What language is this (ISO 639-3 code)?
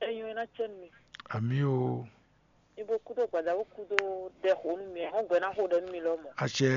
fon